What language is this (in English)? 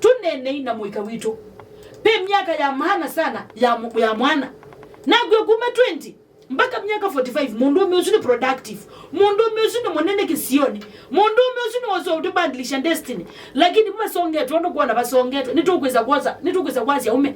Kamba